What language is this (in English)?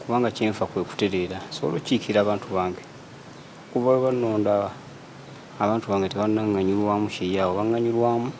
Ganda